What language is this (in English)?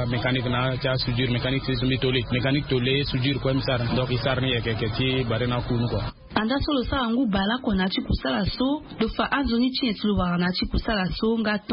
Sango